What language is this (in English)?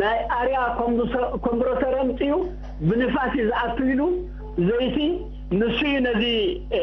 Tigrinya